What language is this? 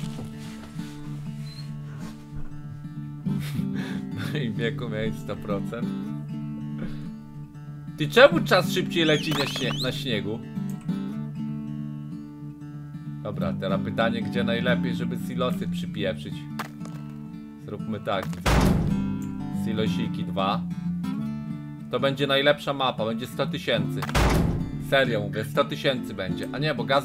Polish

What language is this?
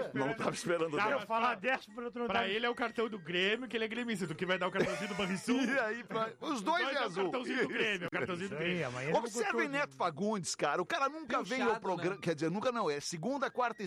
Portuguese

